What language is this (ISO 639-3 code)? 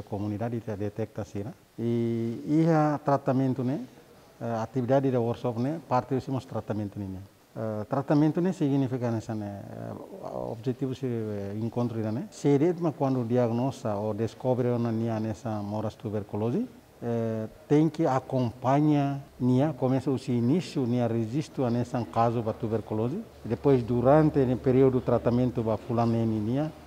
tet